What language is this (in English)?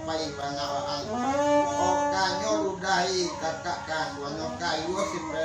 Minangkabau